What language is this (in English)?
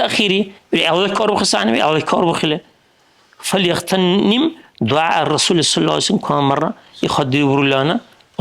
Dargwa